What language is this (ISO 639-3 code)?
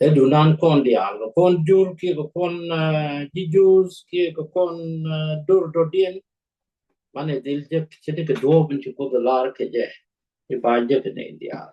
nus